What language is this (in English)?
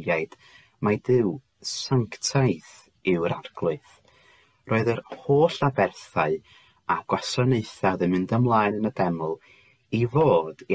Welsh